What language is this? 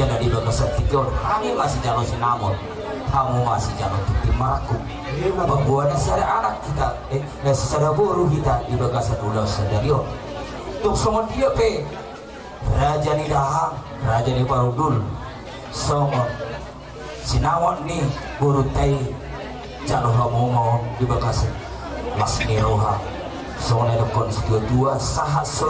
Batak Toba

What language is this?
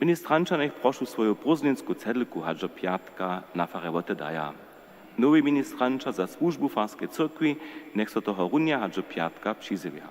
Upper Sorbian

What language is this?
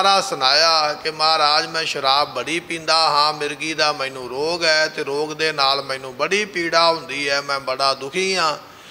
Punjabi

